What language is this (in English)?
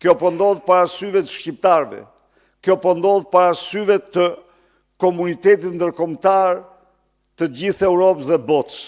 Albanian